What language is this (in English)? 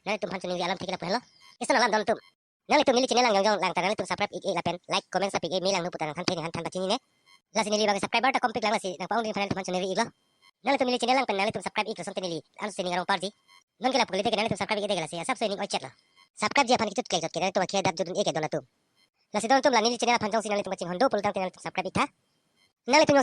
Karbi